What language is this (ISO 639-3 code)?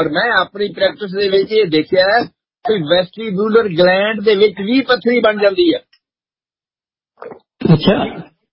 pan